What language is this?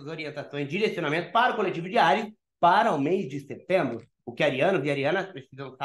Portuguese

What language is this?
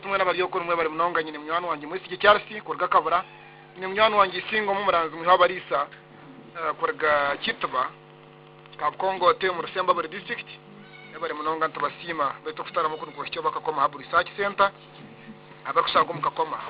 Nyankole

